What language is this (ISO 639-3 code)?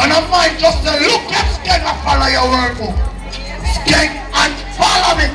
jam